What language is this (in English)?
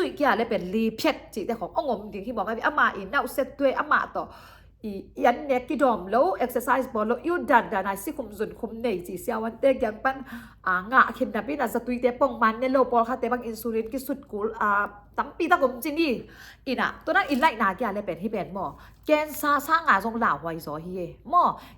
Tedim Chin